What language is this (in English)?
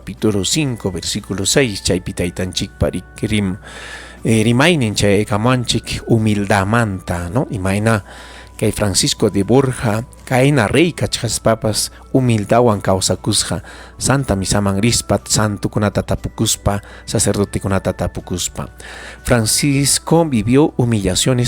Ayacucho Quechua